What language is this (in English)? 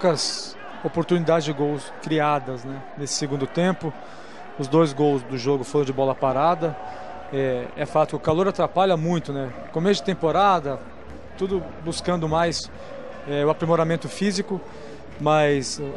Portuguese